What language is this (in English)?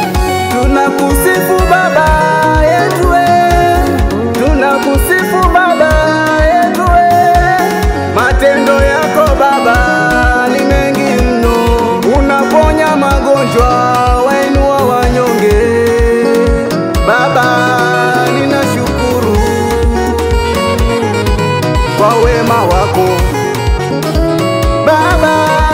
Swahili